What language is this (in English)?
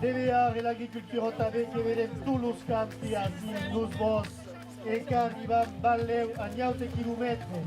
Occitan